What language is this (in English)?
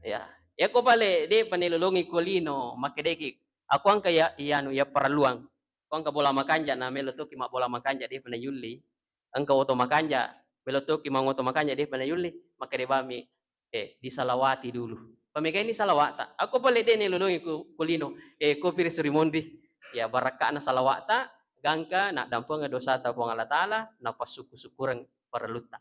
Buginese